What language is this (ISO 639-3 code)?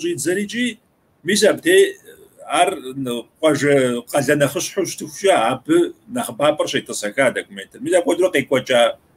kbd